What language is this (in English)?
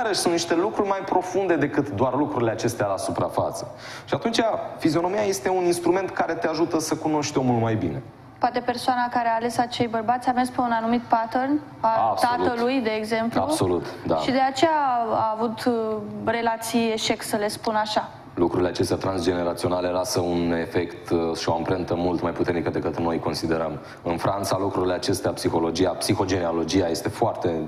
Romanian